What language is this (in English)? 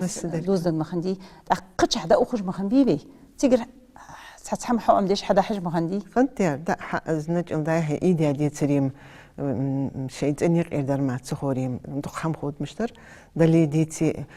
Ingush